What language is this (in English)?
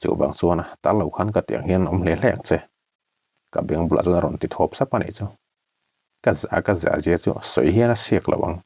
Mizo